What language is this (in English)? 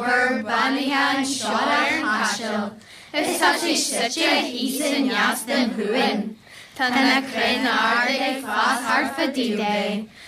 Irish